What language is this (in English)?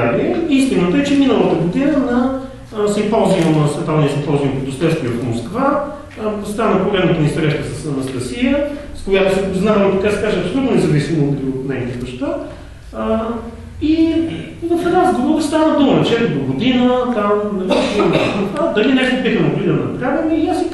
Bulgarian